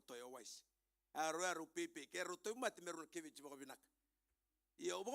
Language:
Fijian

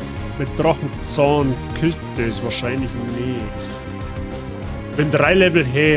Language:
Bavarian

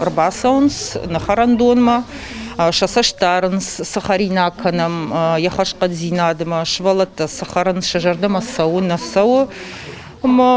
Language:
Ossetic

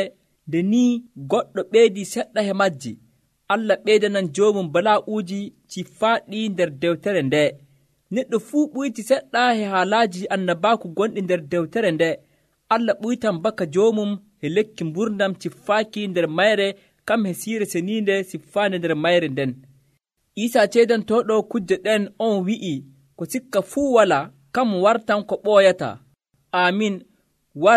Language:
Nigerian Fulfulde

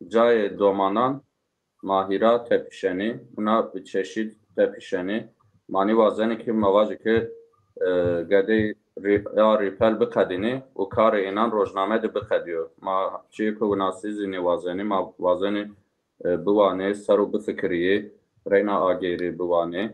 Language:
Zaza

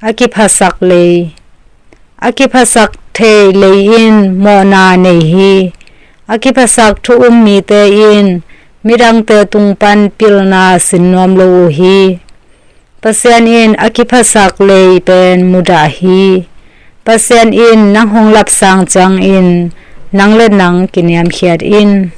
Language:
Tedim Chin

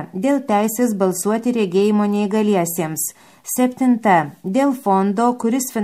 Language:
Lithuanian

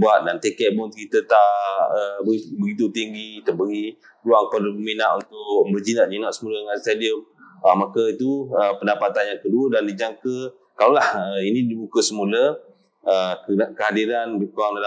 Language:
Malay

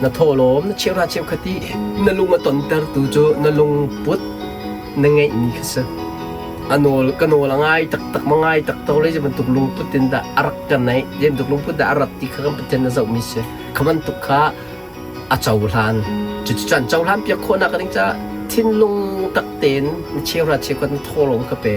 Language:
Hakha Chin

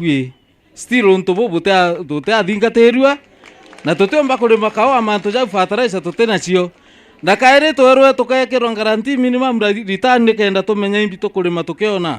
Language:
Meru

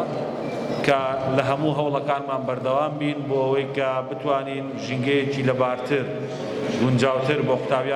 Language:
Central Kurdish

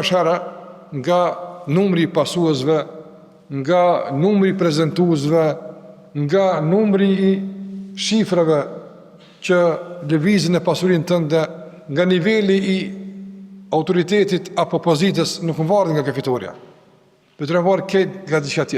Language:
Albanian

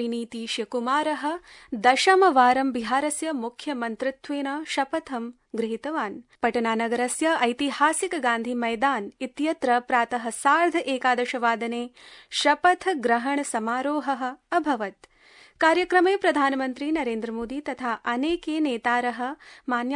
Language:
Sanskrit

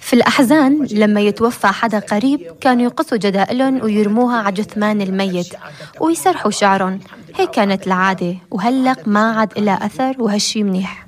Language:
North Levantine Arabic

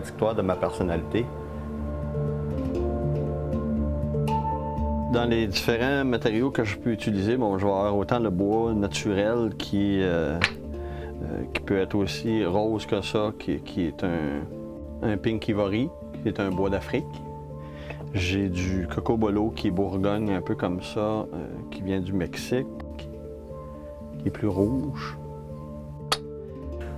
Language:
French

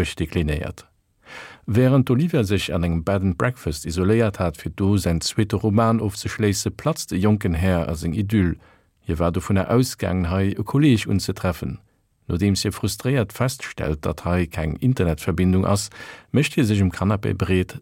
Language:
Luxembourgish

